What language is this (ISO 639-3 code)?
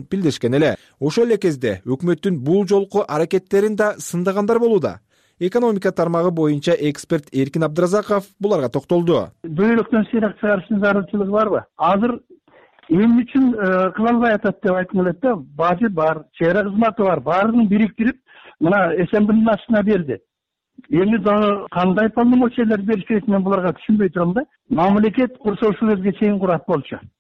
kir